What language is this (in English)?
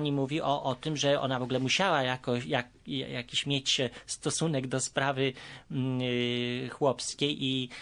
Polish